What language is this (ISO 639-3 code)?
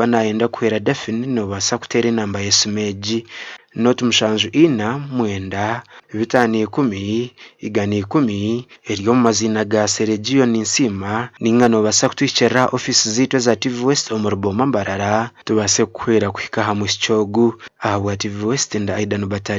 nyn